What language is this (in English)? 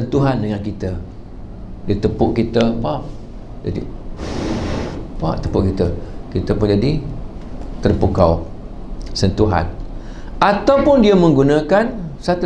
Malay